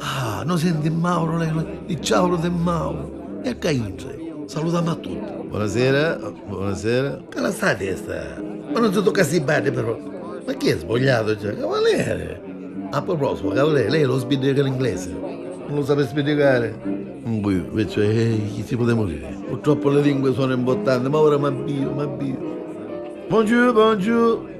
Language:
Neapolitan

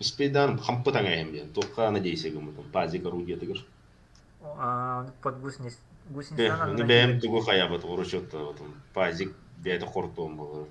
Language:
Yakut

